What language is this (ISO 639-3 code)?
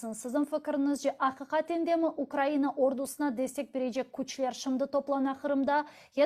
crh